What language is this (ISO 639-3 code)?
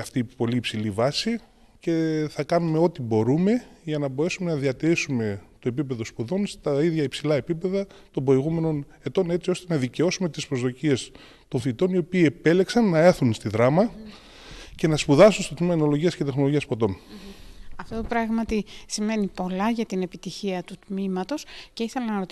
ell